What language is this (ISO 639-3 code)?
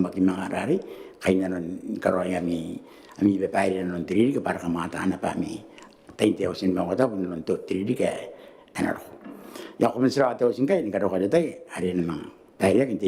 gil